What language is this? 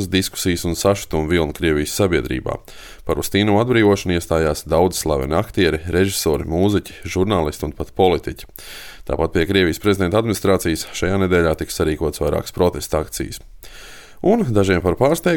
Latvian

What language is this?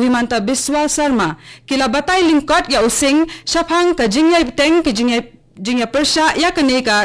Khasi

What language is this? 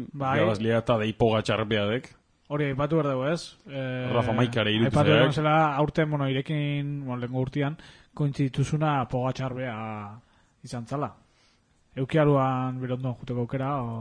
Basque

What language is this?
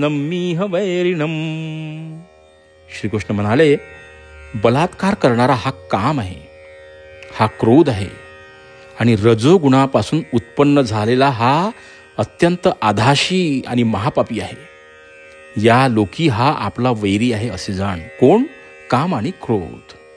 Marathi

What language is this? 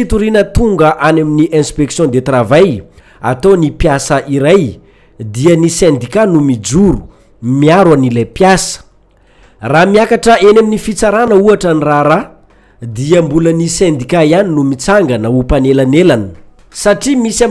Malagasy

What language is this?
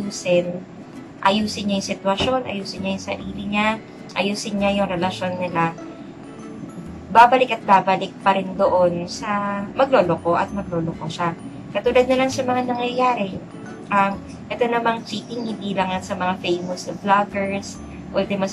Filipino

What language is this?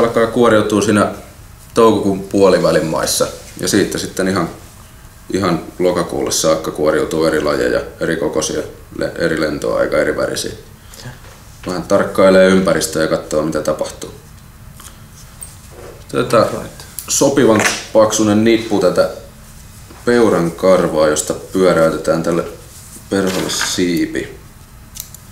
Finnish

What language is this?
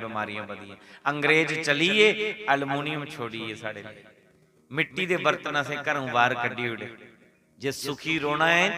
Dogri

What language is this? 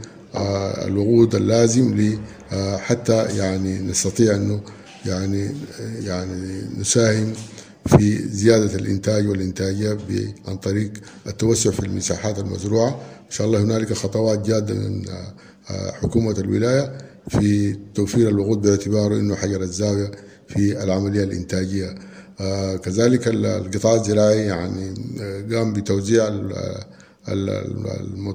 Sudanese Arabic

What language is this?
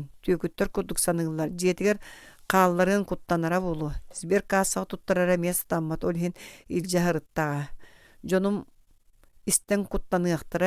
Yakut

